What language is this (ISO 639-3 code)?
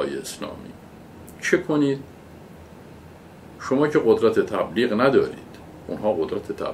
fas